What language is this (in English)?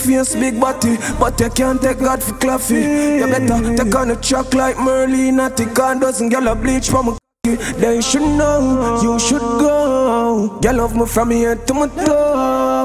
Jamaican Creole English